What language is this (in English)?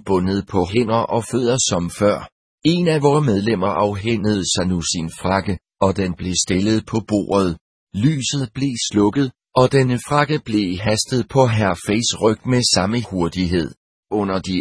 Danish